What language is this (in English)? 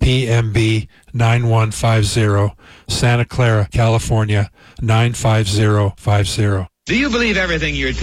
English